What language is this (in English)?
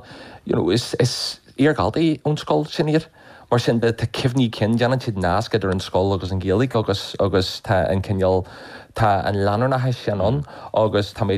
Irish